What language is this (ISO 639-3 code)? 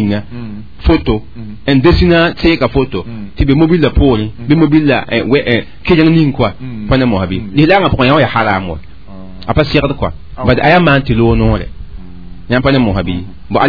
mos